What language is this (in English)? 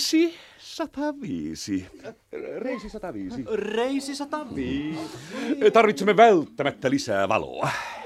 Finnish